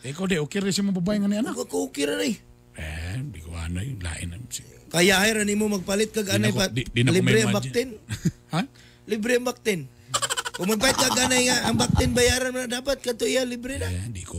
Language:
Cebuano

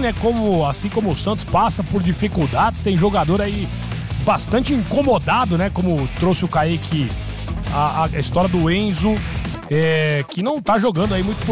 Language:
Portuguese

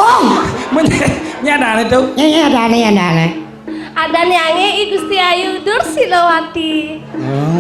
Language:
Balinese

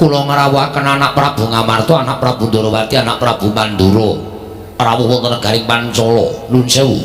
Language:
Javanese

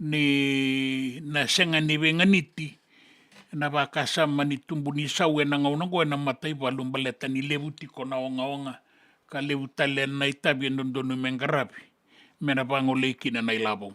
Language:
Fijian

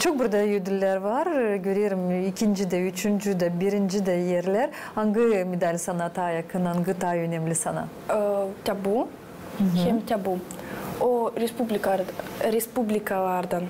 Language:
Gagauz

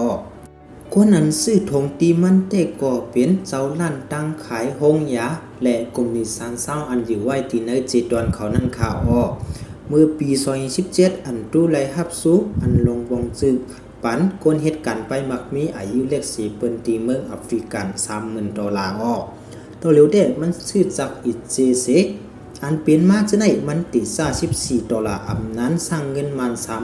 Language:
Shan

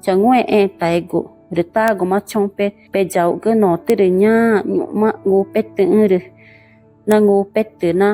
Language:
Ticuna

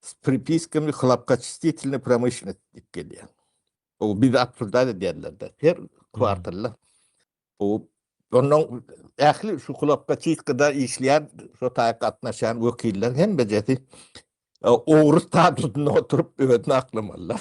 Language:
Turkmen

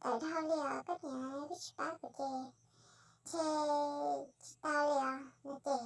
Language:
Hmong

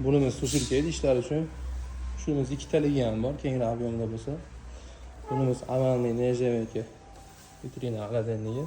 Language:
Uzbek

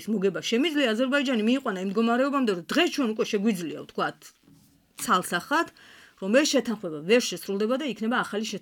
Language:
Georgian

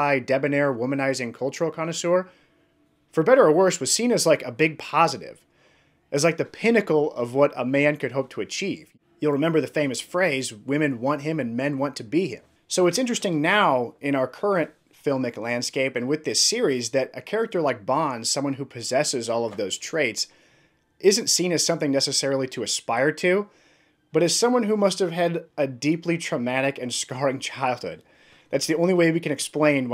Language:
English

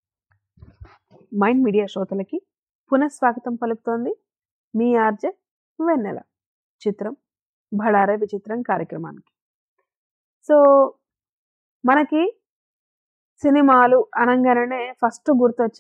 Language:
Telugu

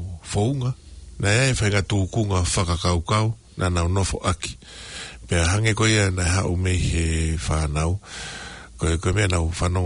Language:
Tongan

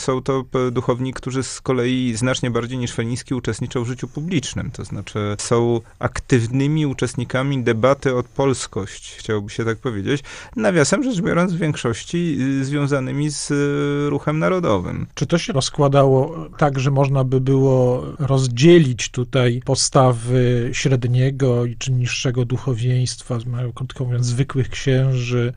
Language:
Polish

